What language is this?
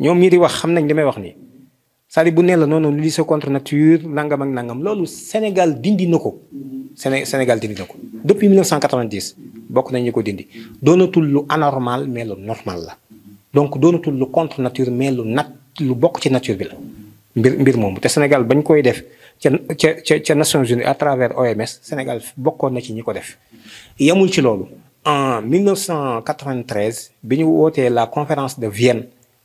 Wolof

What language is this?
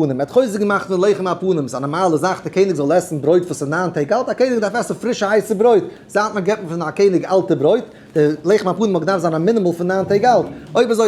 Yiddish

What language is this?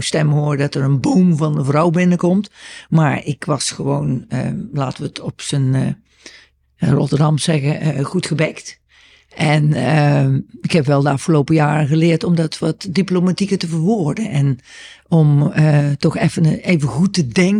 Dutch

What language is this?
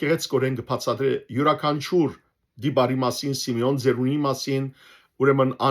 Western Armenian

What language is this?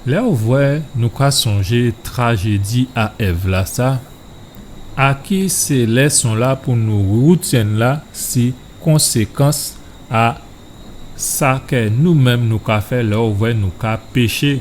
Guadeloupean Creole French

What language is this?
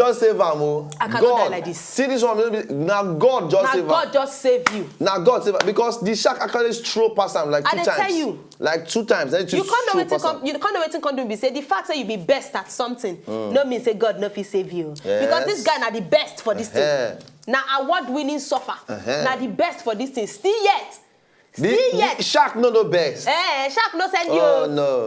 Nigerian Pidgin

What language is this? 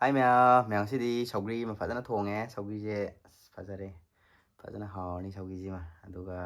Manipuri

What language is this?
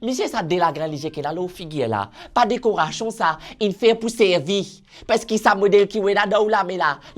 Morisyen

